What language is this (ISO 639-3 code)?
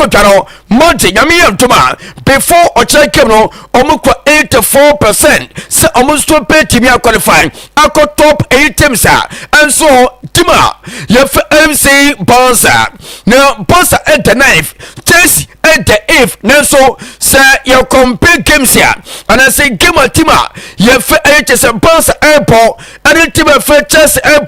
aka